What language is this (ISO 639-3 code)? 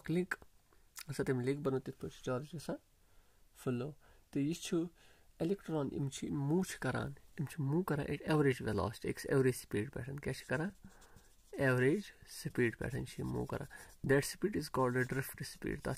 kas